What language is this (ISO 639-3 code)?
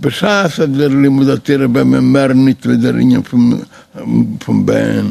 yid